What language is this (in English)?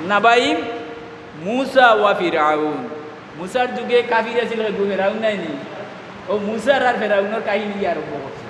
Sylheti